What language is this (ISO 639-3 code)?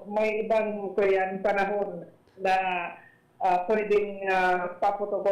bik